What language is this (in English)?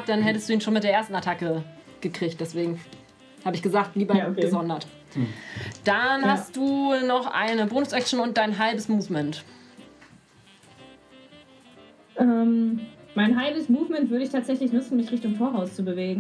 German